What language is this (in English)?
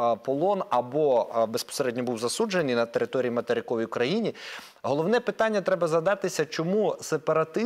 Ukrainian